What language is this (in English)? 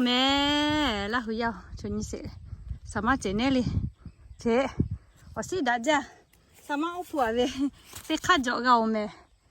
Lahu